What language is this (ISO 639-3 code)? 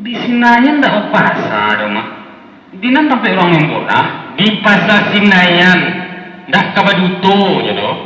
min